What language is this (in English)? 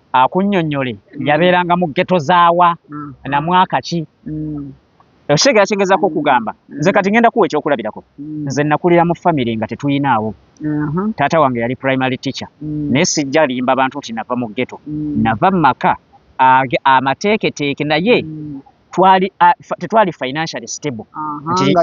Ganda